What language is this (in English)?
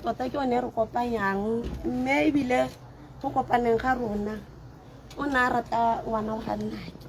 Tswana